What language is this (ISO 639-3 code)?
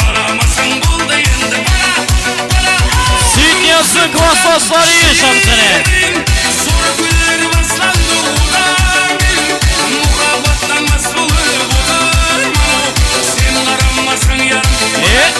kaa